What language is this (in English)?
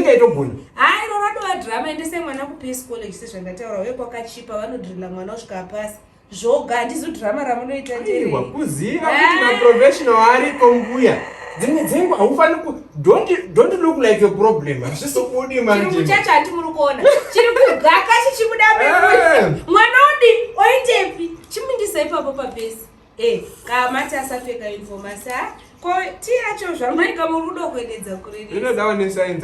Shona